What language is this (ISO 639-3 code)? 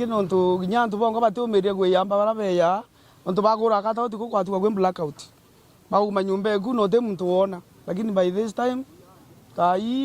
mer